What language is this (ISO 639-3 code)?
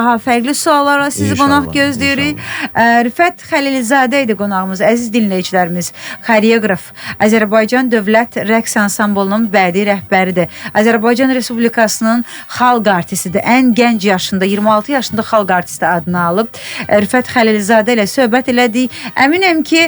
aze